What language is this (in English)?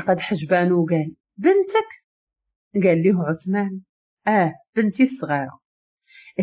Moroccan Arabic